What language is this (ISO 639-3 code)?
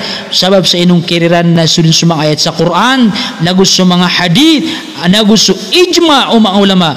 mrw